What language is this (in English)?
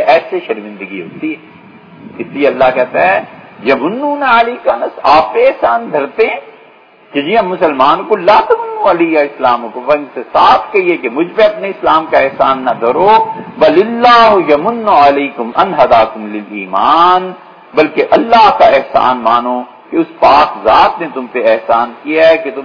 Urdu